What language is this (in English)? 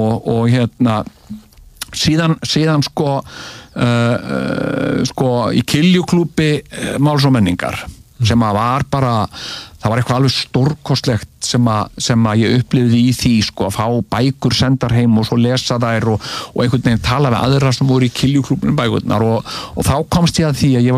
Icelandic